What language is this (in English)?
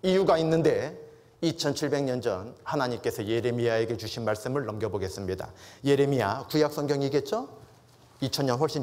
Korean